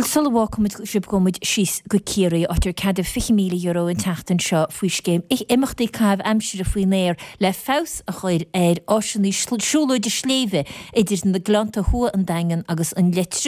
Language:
Irish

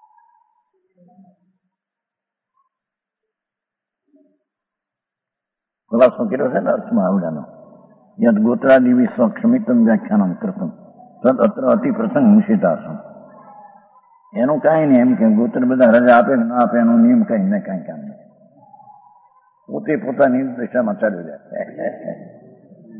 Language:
Gujarati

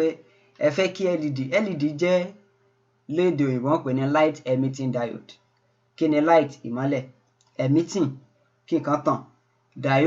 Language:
Yoruba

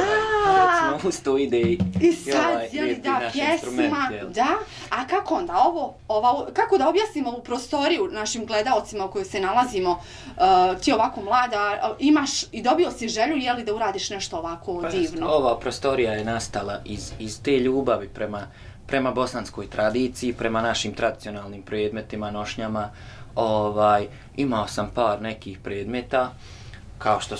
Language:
Bosnian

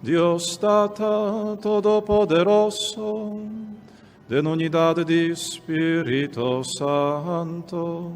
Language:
Papiamento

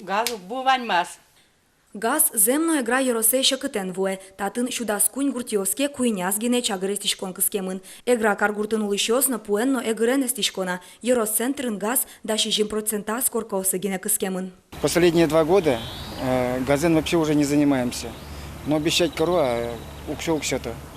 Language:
Udmurt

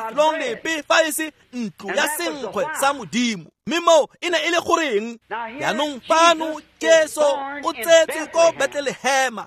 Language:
Tswana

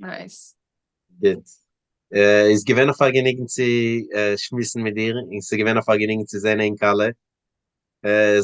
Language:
Yiddish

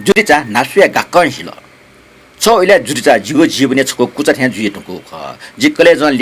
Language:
Newari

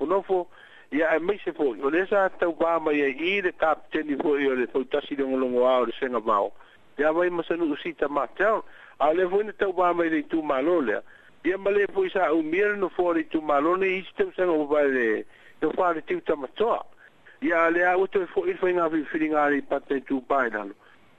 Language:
Samoan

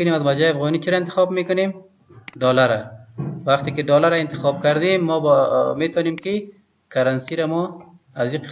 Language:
Persian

